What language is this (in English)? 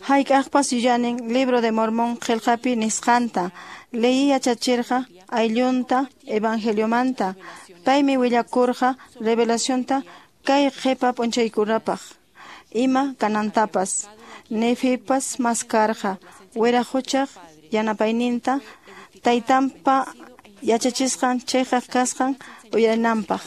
Quechua